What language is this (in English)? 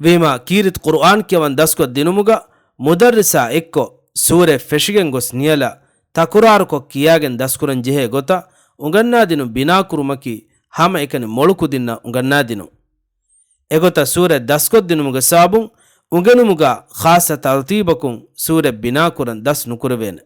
Divehi